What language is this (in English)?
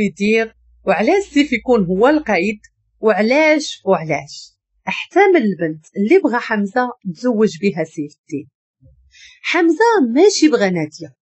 Moroccan Arabic